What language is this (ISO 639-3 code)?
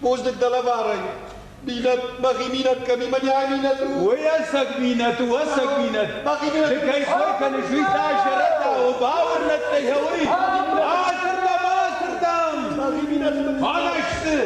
oss